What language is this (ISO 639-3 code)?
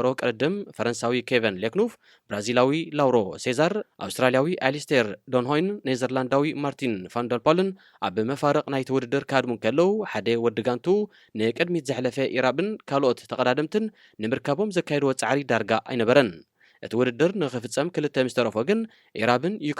tir